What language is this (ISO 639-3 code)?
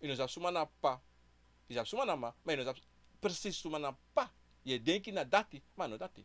srn